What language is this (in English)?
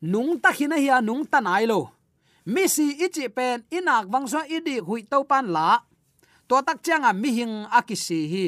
Tedim Chin